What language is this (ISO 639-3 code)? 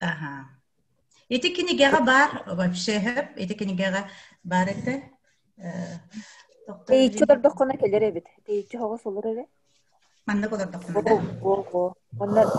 sah